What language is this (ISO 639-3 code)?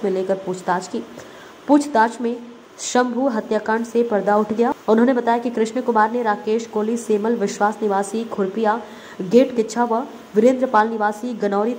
hin